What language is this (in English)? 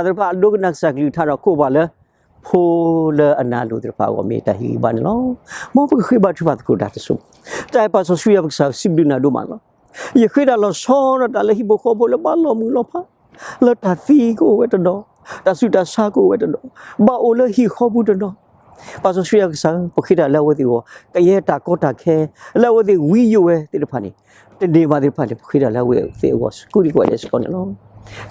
S'gaw Karen